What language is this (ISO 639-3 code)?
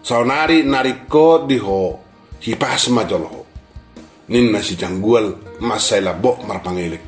bbc